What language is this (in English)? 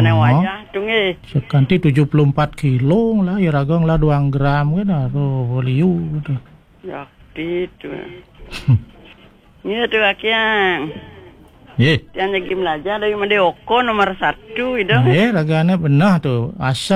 Balinese